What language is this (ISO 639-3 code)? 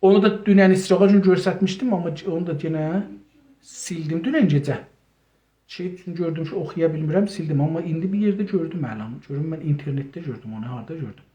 azb